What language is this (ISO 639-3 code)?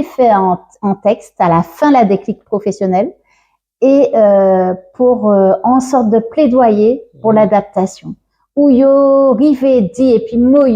gcf